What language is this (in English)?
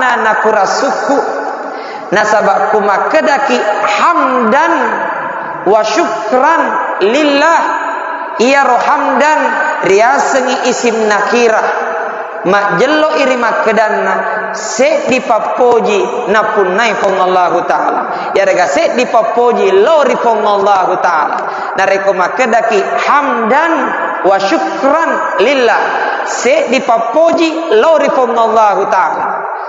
Buginese